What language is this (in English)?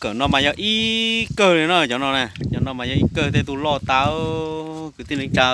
Hmong